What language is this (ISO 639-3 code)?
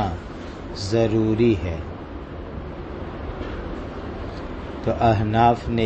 urd